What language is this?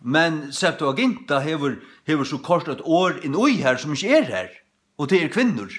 Faroese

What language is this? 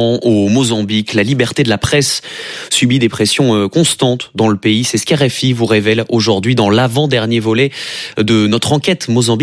French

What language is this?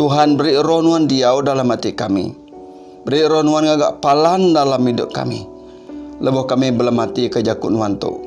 Iban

